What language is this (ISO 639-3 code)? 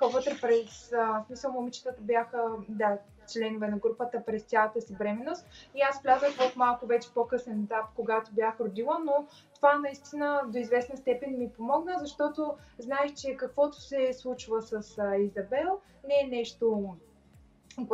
bul